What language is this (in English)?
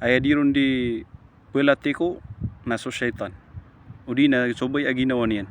Maranao